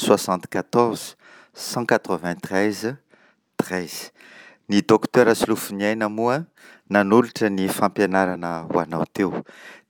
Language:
Malagasy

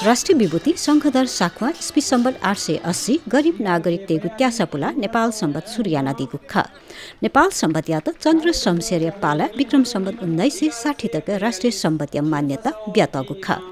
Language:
Newari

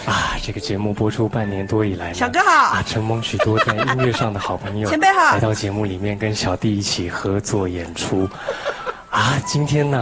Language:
Chinese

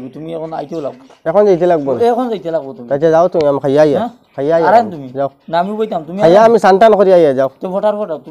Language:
Sylheti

